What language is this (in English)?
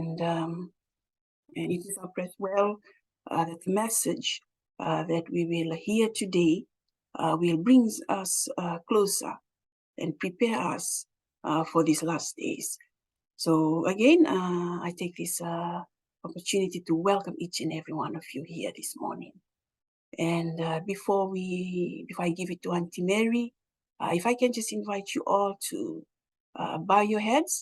Fijian